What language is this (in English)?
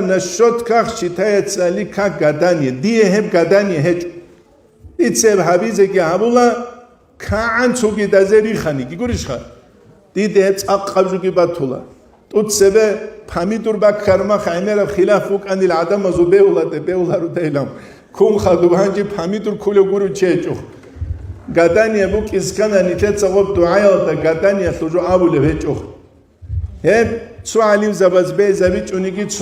Avaric